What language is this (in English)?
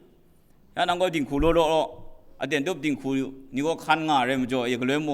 Kachin